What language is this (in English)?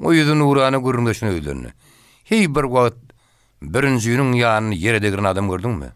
Turkmen